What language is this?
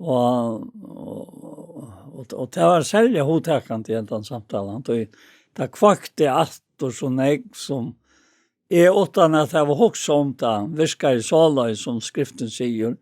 Faroese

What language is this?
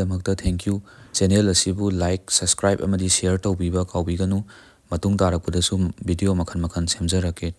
Manipuri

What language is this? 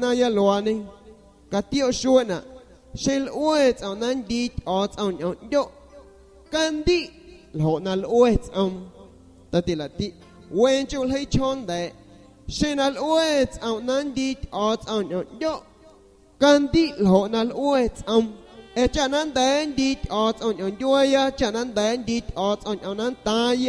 San Pedro Amuzgos Amuzgo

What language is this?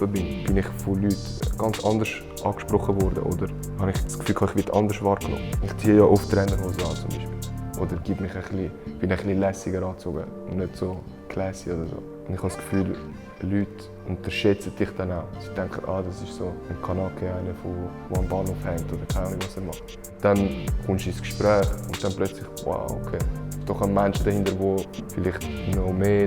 Swiss German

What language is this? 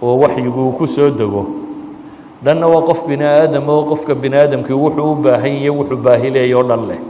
Somali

